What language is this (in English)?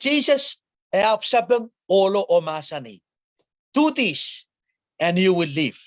Pohnpeian